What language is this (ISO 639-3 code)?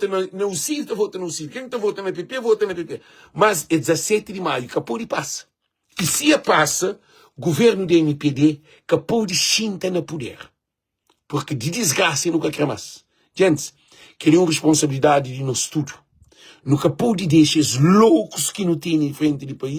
kea